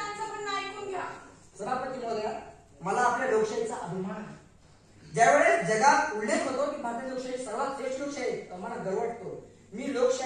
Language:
Marathi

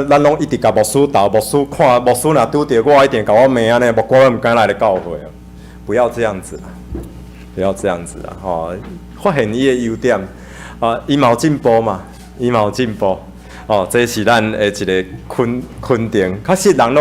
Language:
Min Nan Chinese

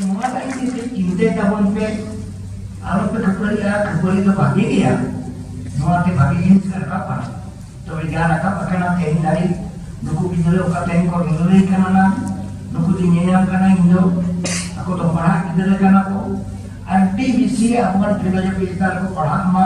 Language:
Santali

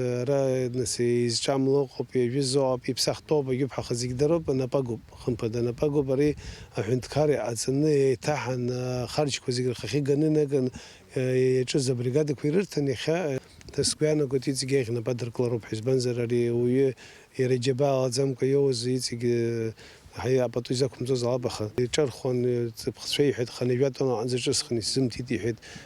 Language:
Abkhazian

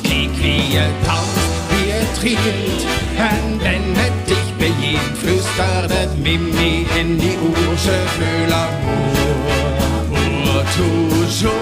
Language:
Limburgish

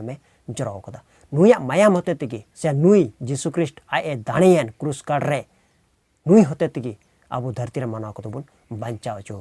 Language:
Santali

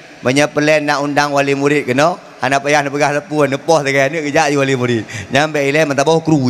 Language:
Achinese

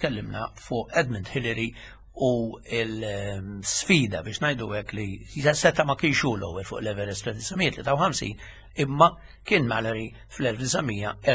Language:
Maltese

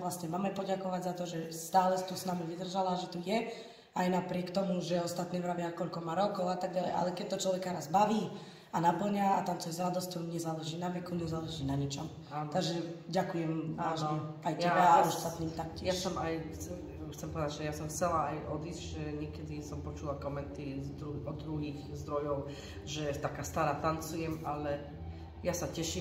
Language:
Slovak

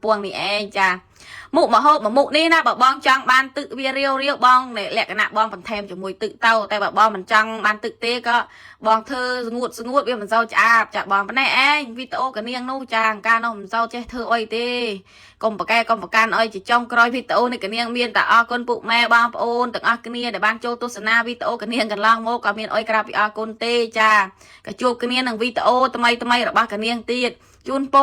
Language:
Khmer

